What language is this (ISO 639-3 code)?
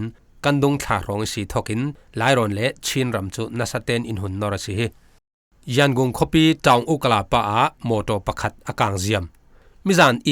cfm